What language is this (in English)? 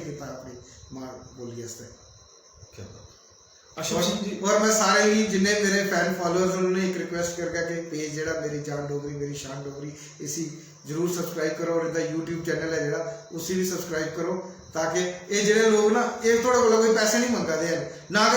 Dogri